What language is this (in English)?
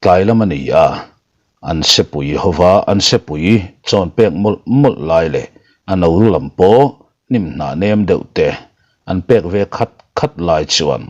Mizo